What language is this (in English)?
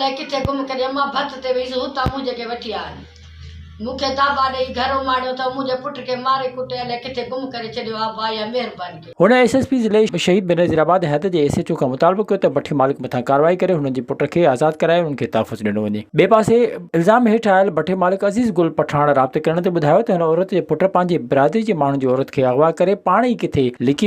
Sindhi